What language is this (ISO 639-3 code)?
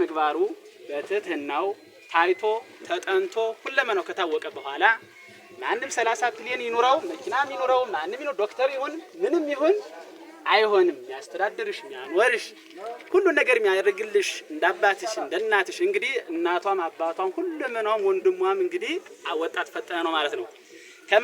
amh